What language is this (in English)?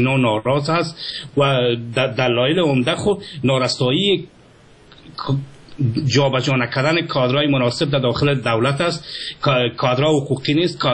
Persian